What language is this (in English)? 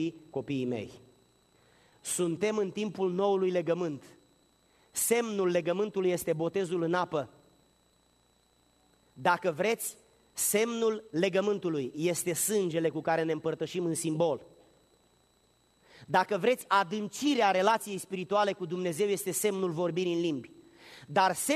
Romanian